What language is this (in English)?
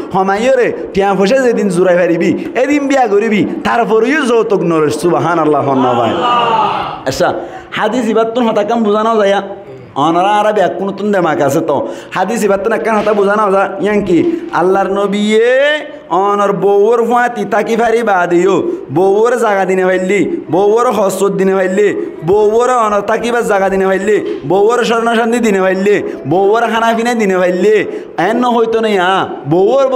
Rohingya